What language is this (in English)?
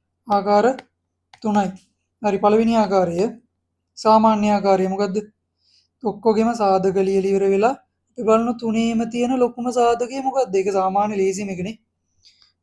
Sinhala